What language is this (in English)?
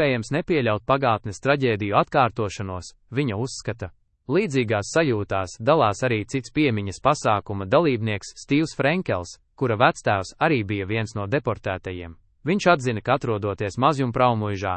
Latvian